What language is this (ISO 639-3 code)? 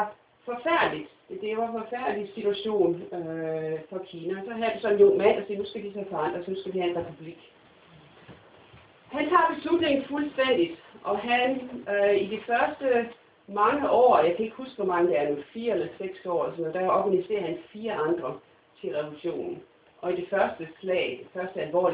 dan